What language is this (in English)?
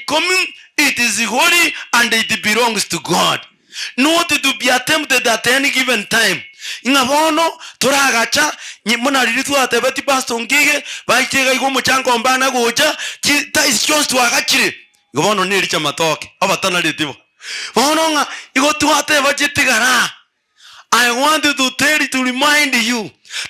Gusii